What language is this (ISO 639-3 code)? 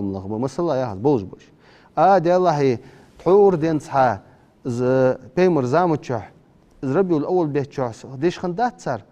inh